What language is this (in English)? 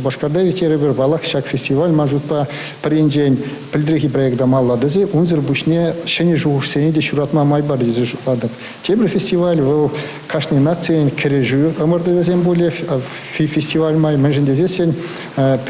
Chuvash